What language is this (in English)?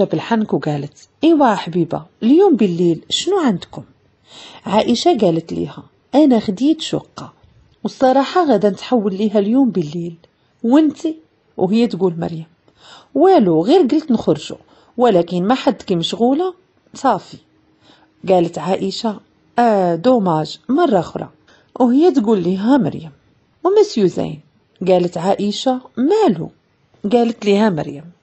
Moroccan Arabic